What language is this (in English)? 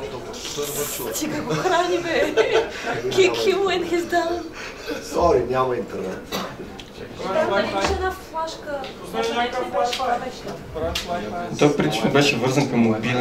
Bulgarian